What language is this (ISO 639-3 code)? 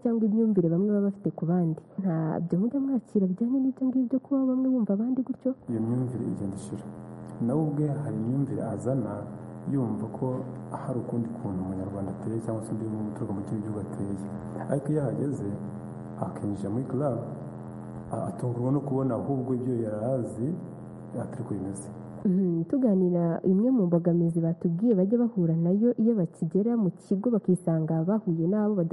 kin